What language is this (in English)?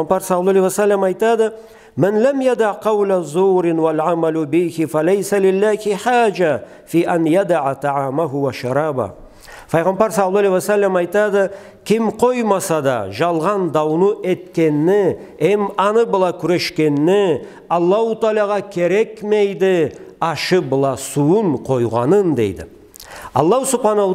Karachay-Balkar